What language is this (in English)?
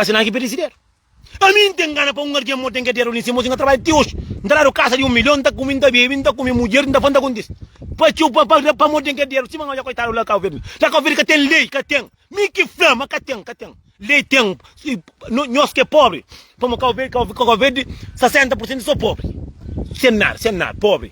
Kabuverdianu